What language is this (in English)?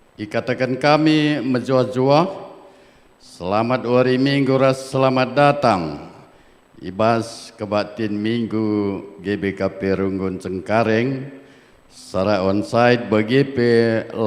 Batak Karo